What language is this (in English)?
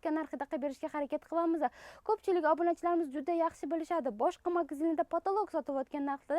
Uzbek